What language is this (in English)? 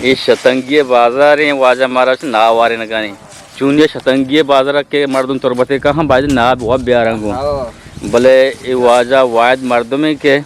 Eastern Balochi